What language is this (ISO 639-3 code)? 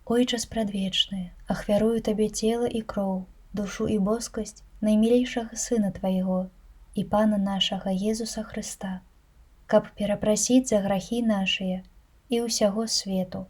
bel